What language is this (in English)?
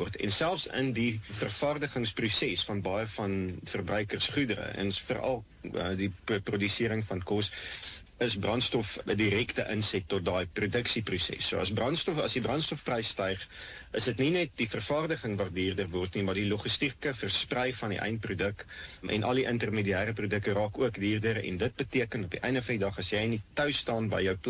Afrikaans